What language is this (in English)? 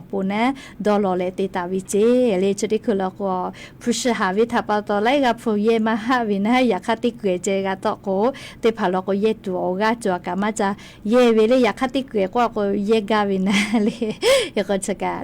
Lahu